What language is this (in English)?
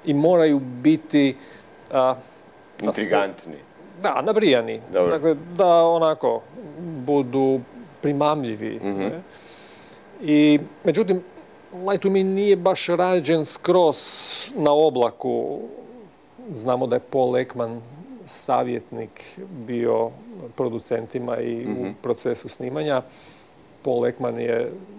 Croatian